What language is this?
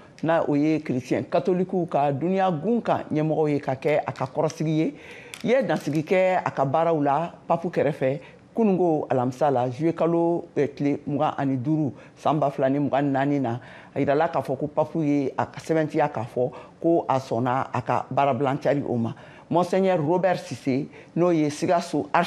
Bambara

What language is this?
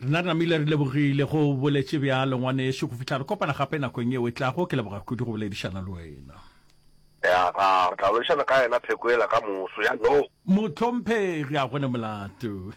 Northern Sotho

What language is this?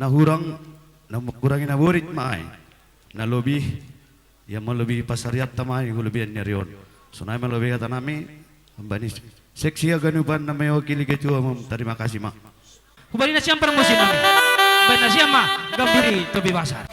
Batak Simalungun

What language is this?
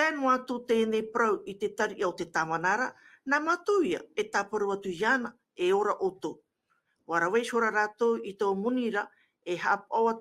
Tahitian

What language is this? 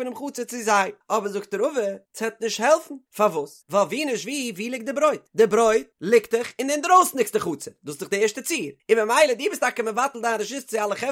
Yiddish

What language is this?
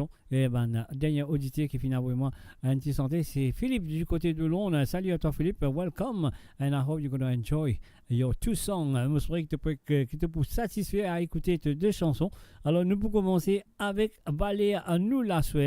Morisyen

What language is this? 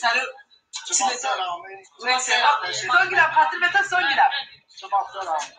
Zaza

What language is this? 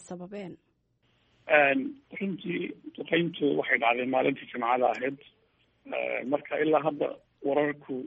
Somali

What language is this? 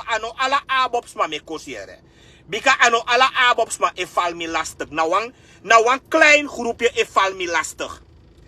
Sranan Tongo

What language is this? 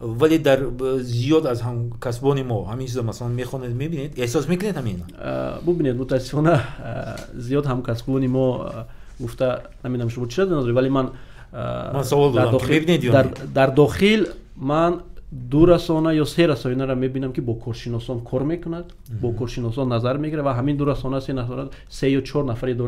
Tajik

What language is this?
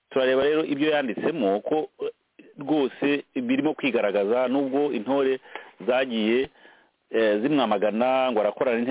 Kinyarwanda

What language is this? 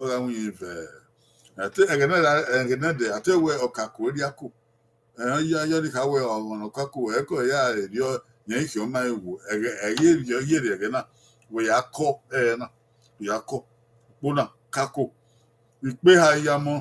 Bini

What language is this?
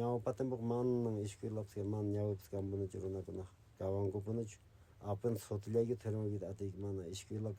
Quechua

